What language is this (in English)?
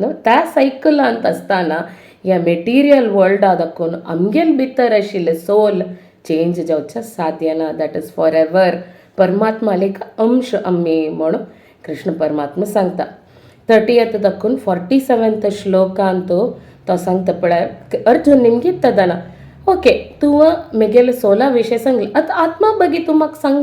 Konkani